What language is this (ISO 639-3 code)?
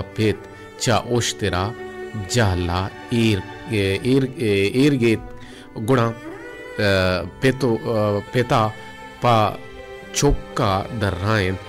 bal